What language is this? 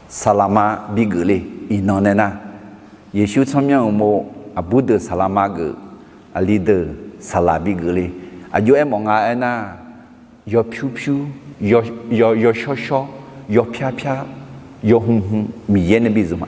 Akha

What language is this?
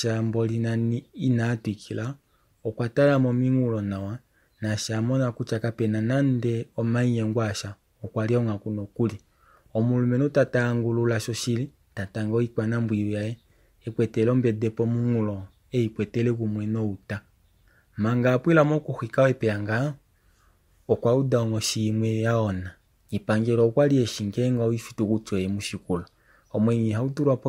Kuanyama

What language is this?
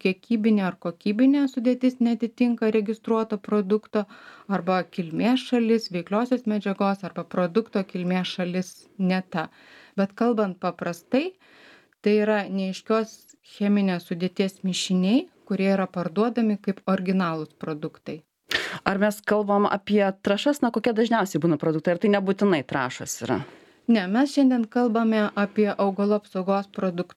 Lithuanian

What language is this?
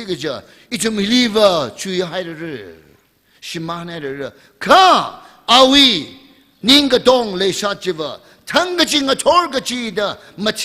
Tangkhul Naga (India)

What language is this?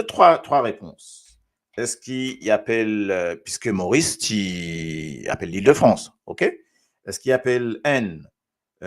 Morisyen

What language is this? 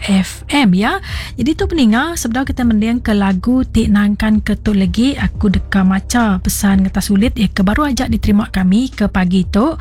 Iban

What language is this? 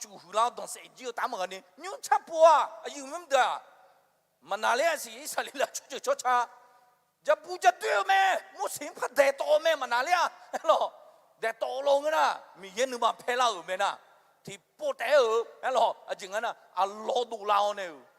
Akha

